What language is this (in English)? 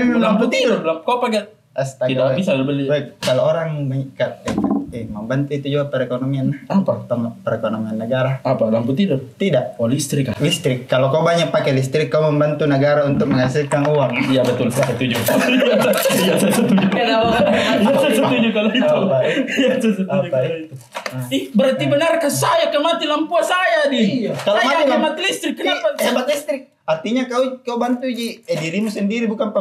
Makassar Malay